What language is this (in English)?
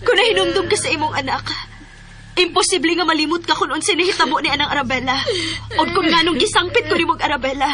Cebuano